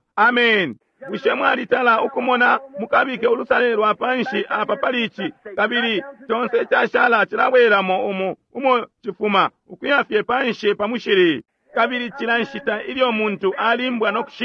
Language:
Bemba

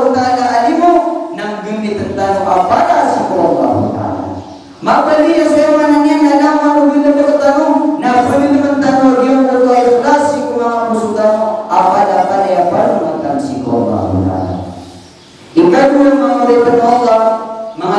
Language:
Maranao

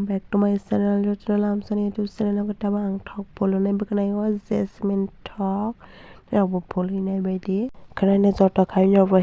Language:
Kok Borok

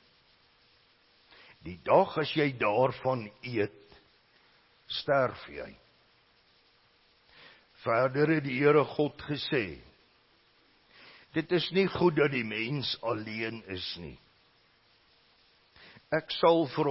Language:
Afrikaans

